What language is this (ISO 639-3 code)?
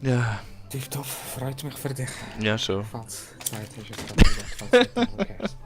gsw